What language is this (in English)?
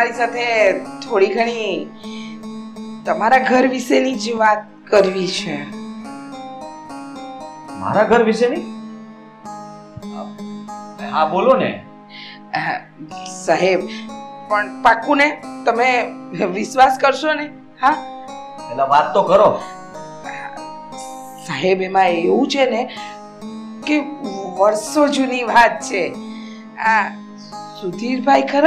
Gujarati